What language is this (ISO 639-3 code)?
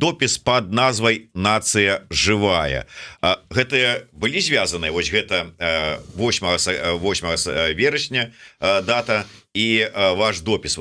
bel